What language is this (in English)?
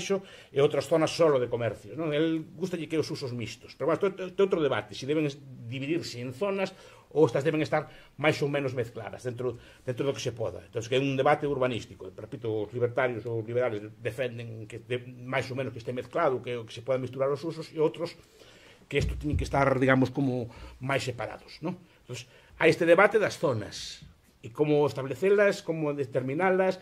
Galician